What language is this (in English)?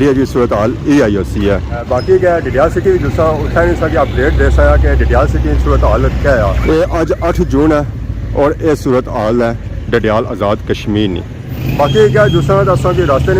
Pahari-Potwari